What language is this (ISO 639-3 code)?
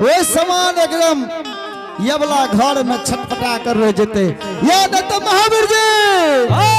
anp